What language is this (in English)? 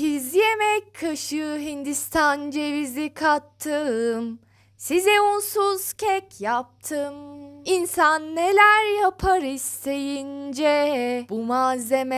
Turkish